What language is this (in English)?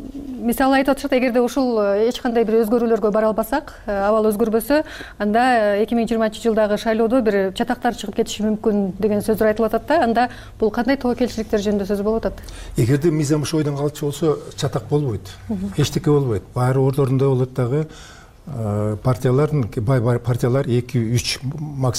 Kyrgyz